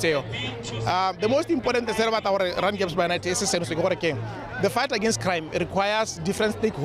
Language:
Tswana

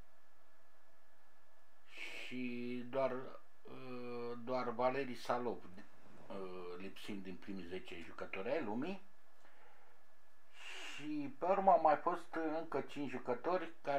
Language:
Romanian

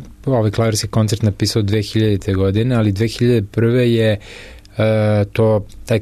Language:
Serbian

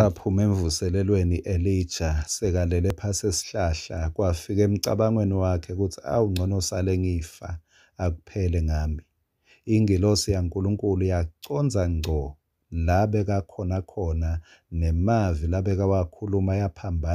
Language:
Swati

